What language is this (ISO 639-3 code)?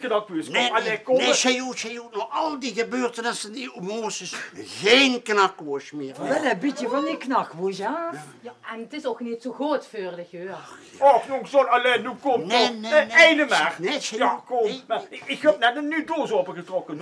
lim